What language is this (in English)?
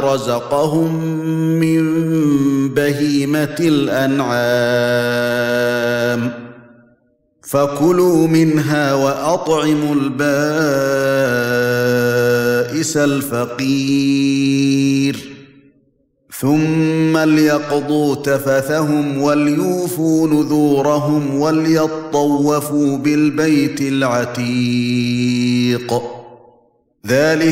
Arabic